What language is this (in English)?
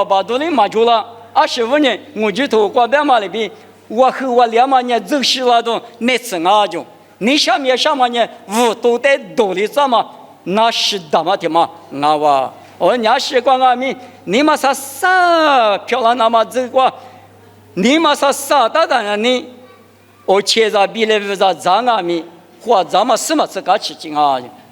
Lisu